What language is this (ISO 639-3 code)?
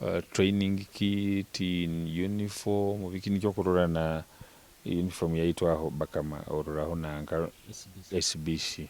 nyo